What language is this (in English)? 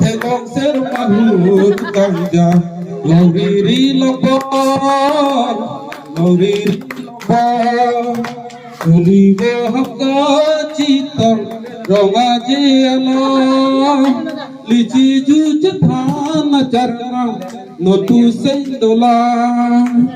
Karbi